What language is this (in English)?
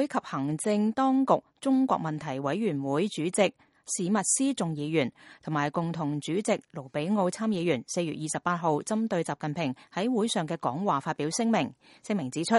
Cantonese